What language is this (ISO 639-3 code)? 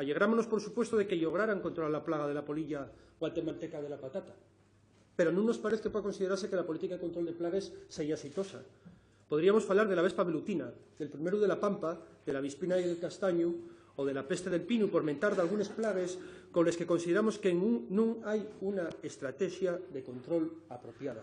ast